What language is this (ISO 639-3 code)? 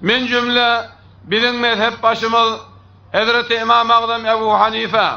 tuk